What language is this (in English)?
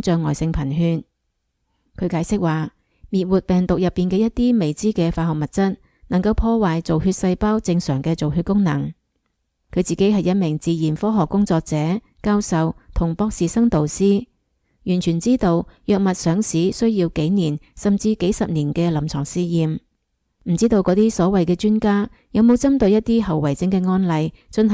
Cantonese